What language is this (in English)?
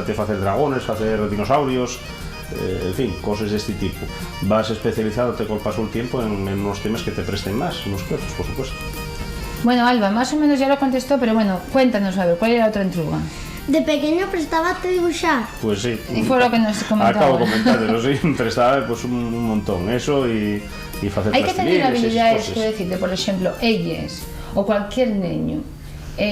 Asturian